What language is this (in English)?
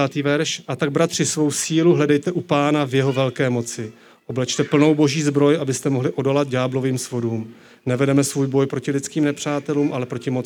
Czech